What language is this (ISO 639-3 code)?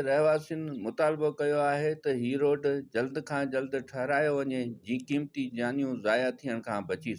snd